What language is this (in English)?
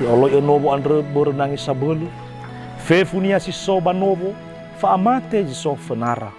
Nias